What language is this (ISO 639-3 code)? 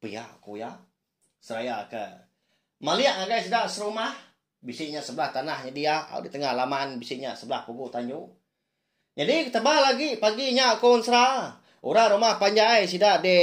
iba